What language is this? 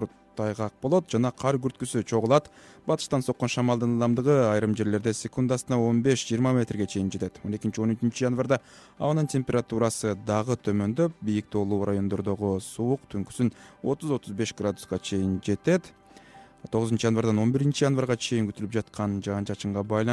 Kyrgyz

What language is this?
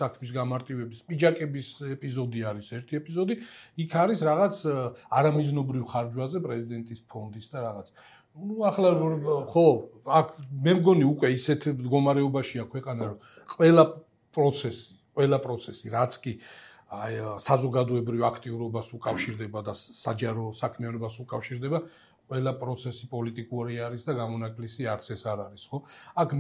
Georgian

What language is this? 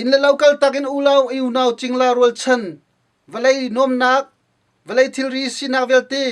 Hakha Chin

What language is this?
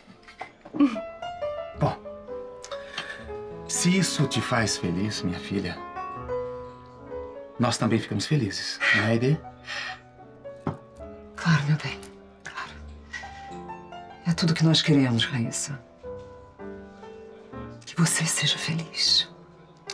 Portuguese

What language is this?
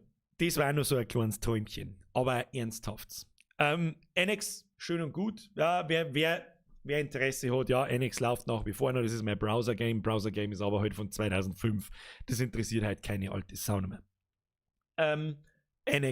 Bavarian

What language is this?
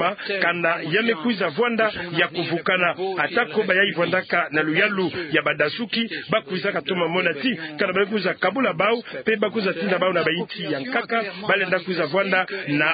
Kituba (Democratic Republic of Congo)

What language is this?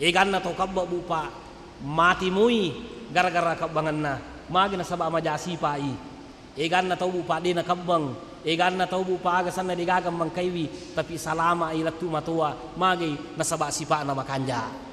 Buginese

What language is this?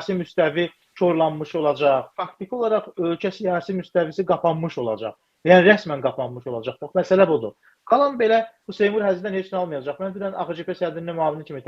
Azerbaijani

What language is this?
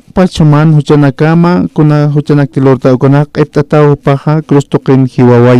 Aymara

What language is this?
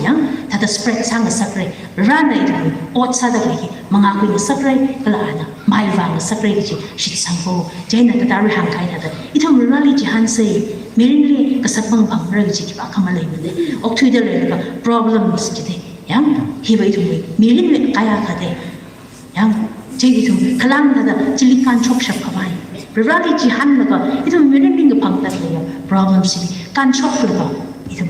Tangkhul Naga (India)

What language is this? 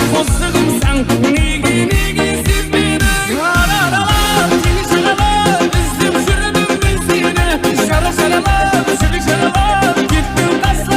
Kara-Kalpak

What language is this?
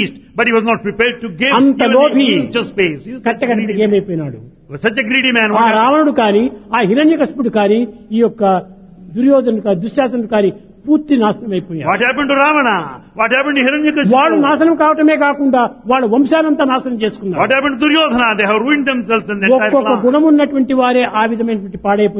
Telugu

